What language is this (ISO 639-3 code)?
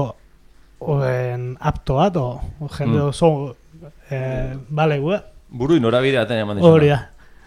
eus